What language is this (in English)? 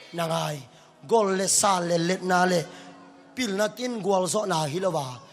Tedim Chin